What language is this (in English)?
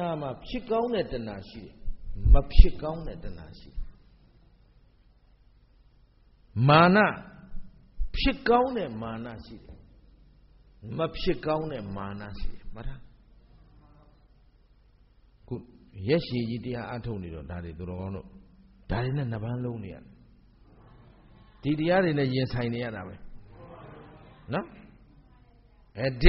Burmese